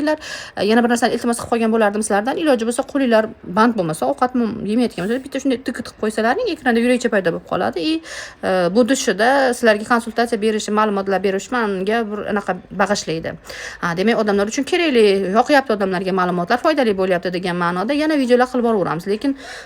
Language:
Uzbek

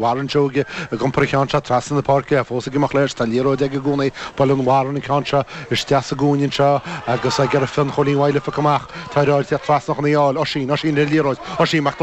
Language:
Irish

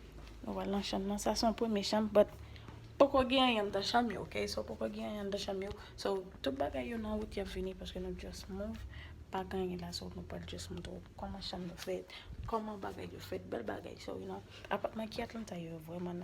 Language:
Haitian Creole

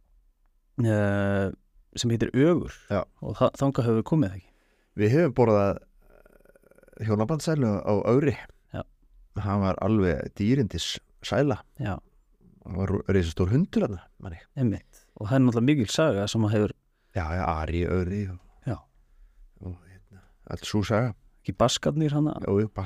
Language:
Icelandic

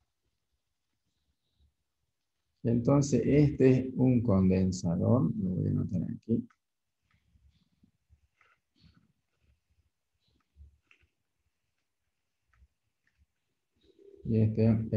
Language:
Spanish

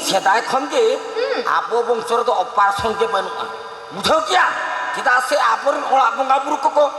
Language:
Santali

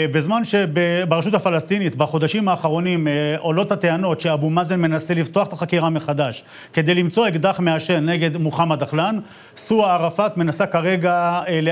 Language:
Hebrew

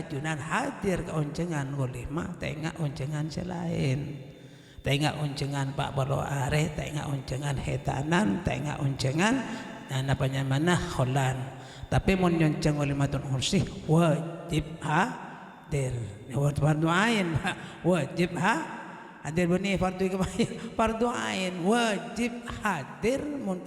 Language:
Madurese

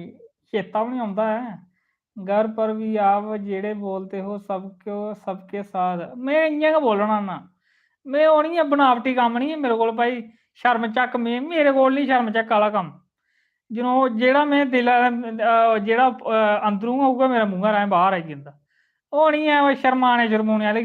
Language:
Dogri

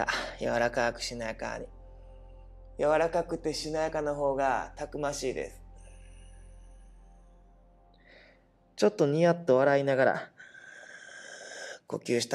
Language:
Japanese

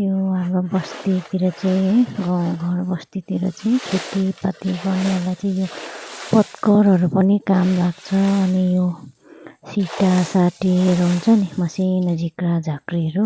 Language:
Nepali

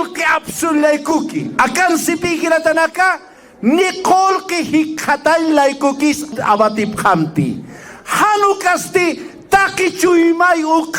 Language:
Aymara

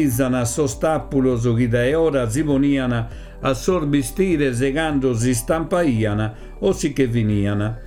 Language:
Sardinian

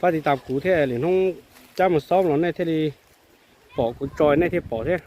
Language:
Hmong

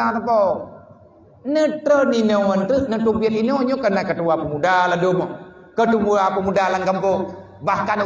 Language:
Achinese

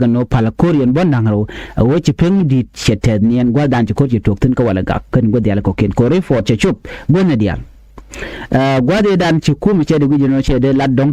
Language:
Nuer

